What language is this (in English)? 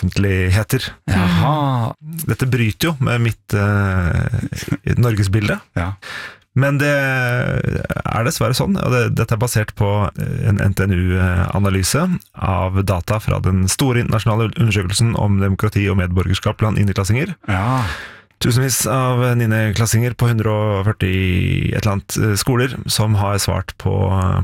Norwegian